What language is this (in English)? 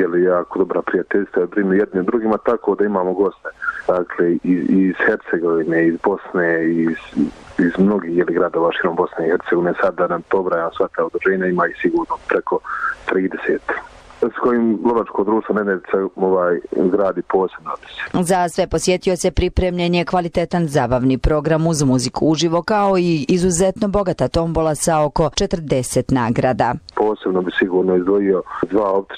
Bosnian